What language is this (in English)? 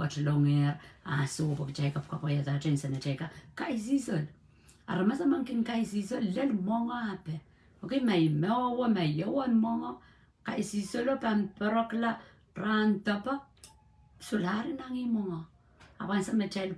Pohnpeian